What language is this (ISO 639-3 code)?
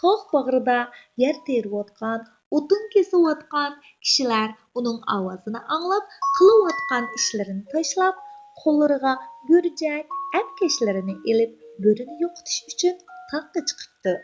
uig